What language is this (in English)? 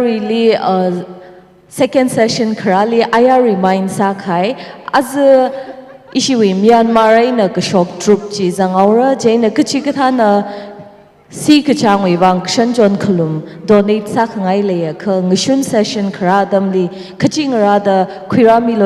Tangkhul Naga (India)